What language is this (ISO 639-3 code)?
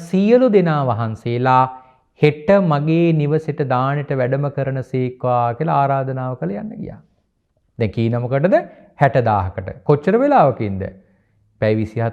sin